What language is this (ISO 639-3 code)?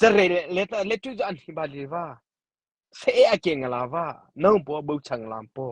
mrh